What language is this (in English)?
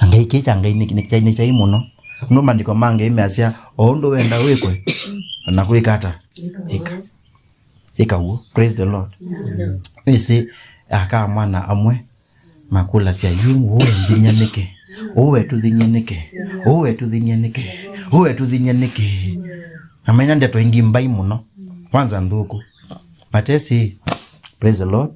Kamba